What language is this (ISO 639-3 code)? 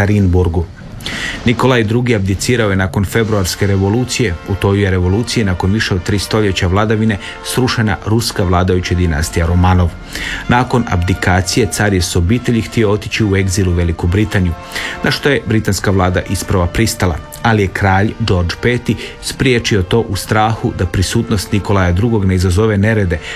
hrv